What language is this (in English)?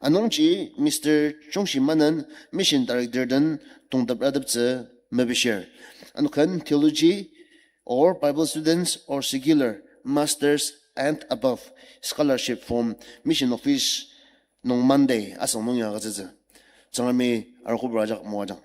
Ao Naga